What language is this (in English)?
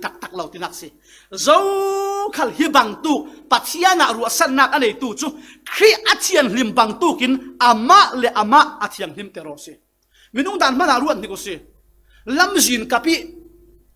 Falam Chin